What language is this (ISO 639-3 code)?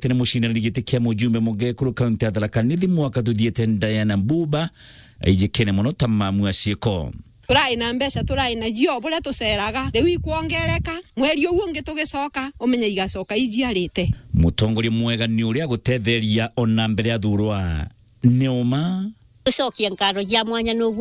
mer